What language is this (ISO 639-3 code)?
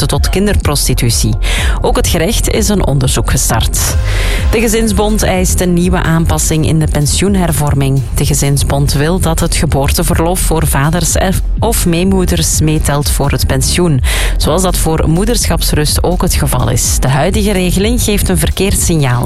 nld